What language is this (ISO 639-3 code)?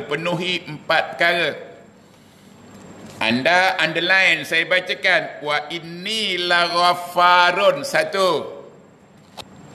msa